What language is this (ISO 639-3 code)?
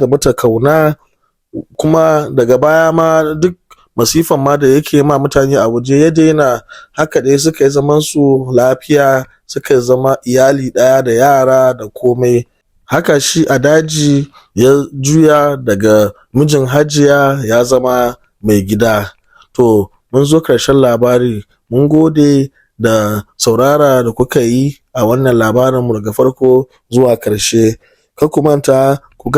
hau